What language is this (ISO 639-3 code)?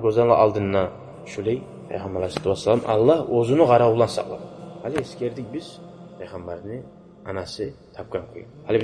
kum